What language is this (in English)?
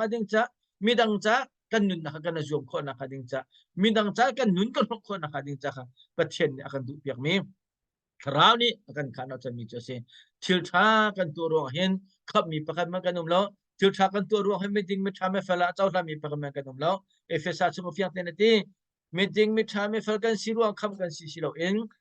Hakha Chin